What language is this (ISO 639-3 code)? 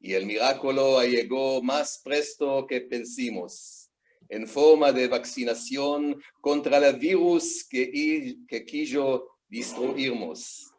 lad